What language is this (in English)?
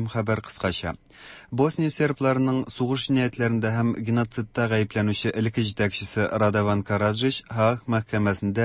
Tatar